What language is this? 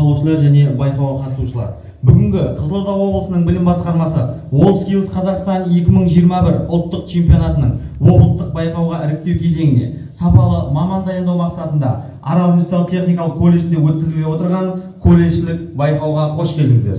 Kazakh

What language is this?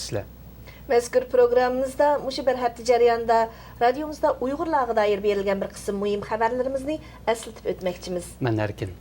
Uyghur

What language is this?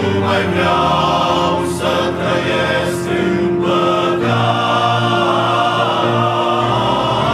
Romanian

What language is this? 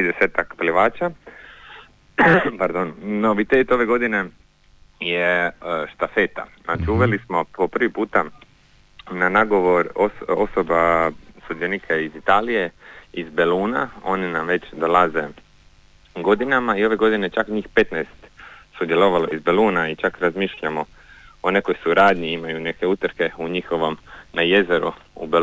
Croatian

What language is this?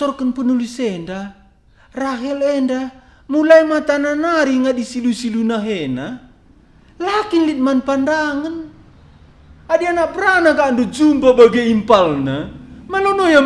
Batak Karo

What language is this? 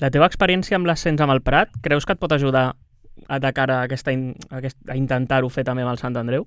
Catalan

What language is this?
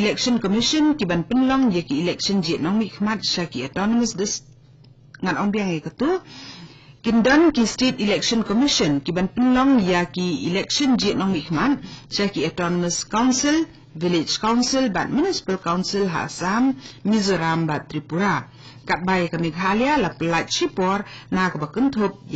Khasi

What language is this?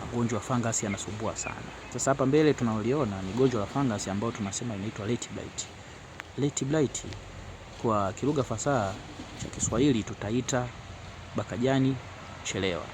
Swahili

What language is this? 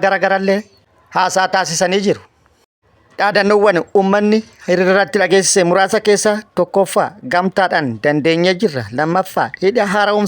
Oromo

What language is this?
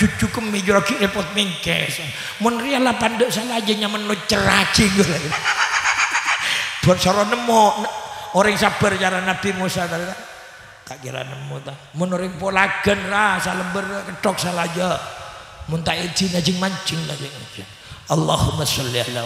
Madurese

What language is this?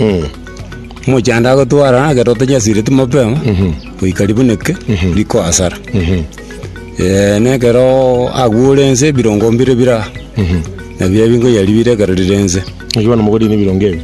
Gusii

